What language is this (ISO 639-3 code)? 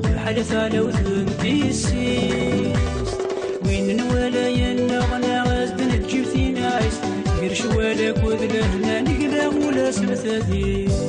kab